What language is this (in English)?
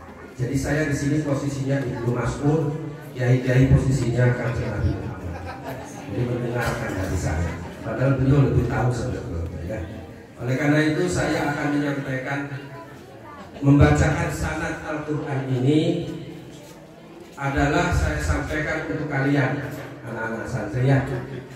Indonesian